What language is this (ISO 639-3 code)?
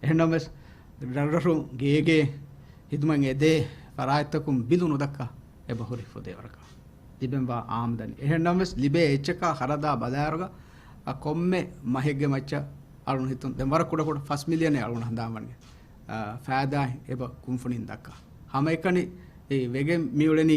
div